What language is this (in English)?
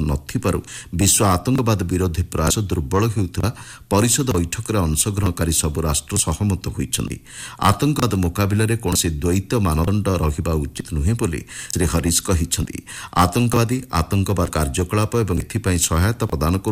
Odia